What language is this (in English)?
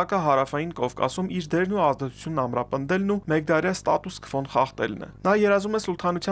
Armenian